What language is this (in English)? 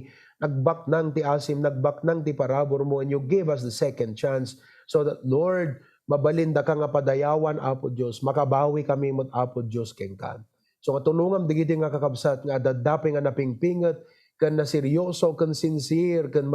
Iloko